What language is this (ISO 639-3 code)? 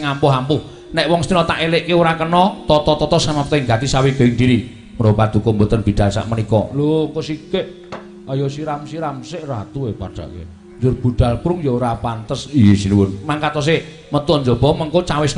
jav